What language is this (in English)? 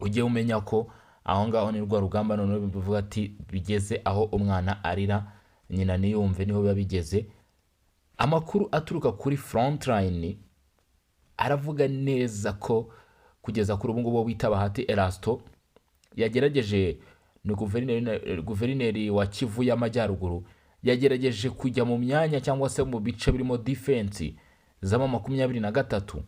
Kinyarwanda